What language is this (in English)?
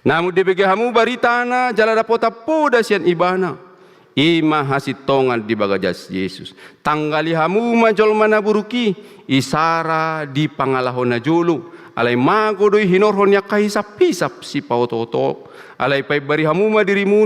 Batak Toba